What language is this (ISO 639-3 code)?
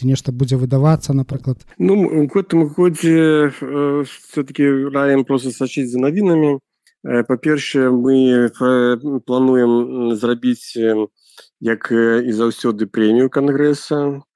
bel